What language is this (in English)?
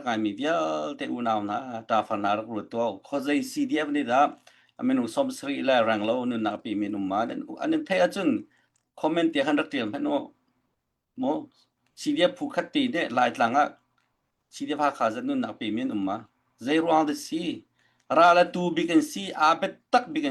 Hakha Chin